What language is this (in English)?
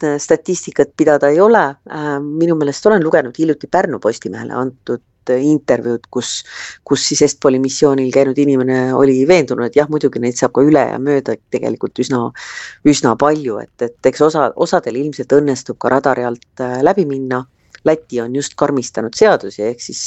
Estonian